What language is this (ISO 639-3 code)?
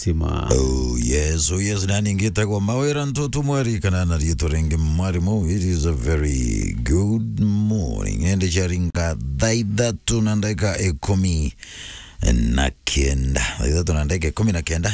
mer